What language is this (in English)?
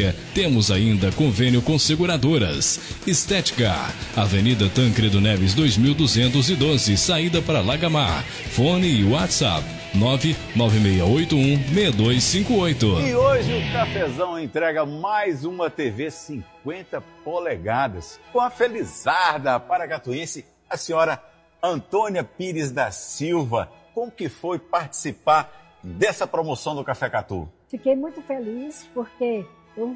Portuguese